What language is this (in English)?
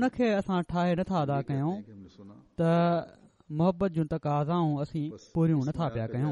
Sindhi